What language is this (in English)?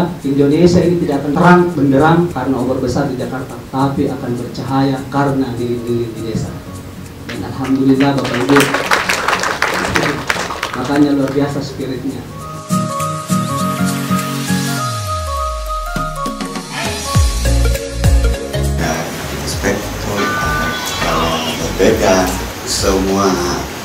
Indonesian